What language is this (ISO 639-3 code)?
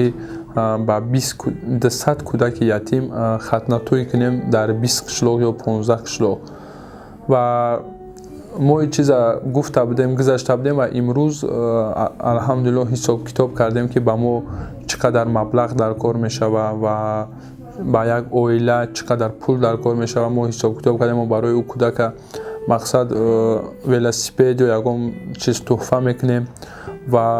tgk